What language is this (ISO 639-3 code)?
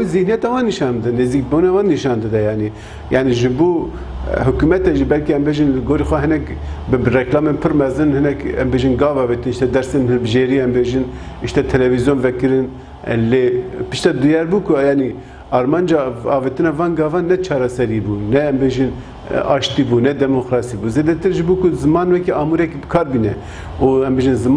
kur